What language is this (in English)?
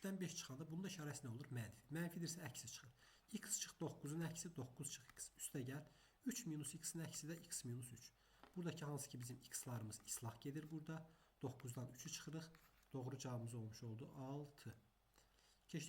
Azerbaijani